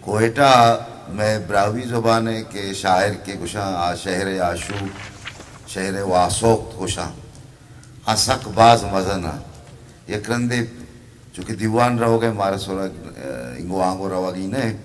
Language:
Eastern Balochi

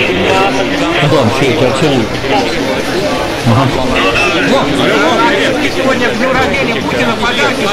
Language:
Russian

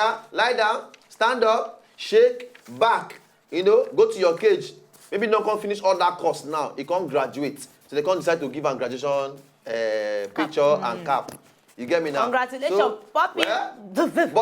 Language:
Nigerian Pidgin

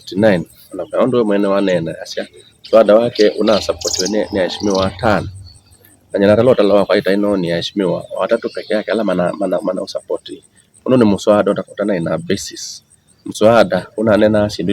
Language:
Kamba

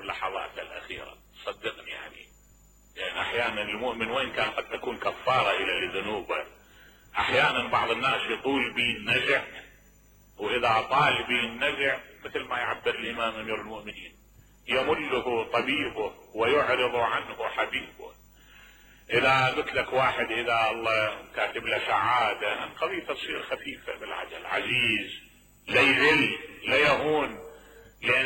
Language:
Mesopotamian Arabic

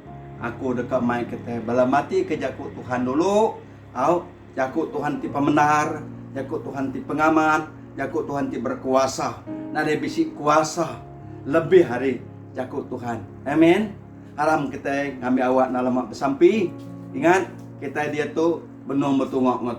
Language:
Iban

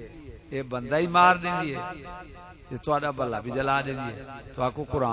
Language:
Saraiki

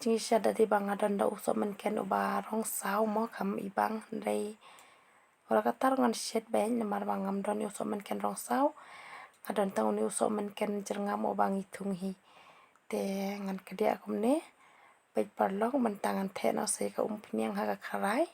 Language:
Khasi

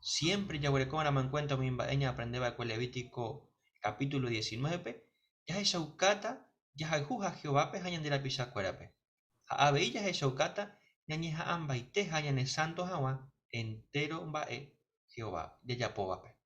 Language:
Guarani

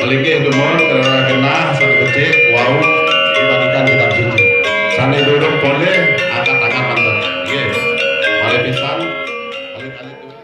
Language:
Balinese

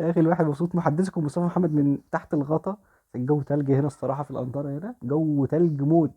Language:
Egyptian Arabic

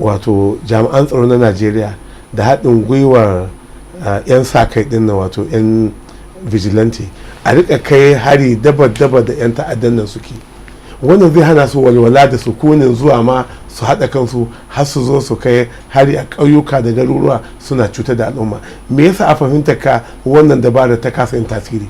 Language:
Hausa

